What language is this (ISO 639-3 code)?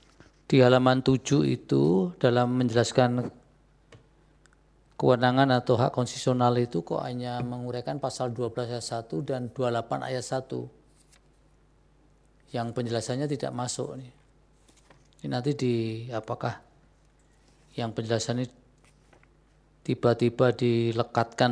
ind